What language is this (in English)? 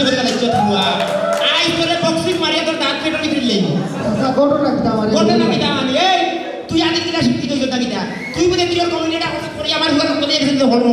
Sylheti